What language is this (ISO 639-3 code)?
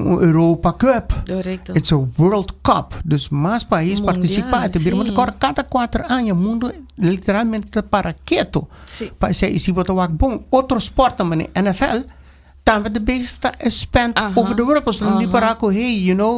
pap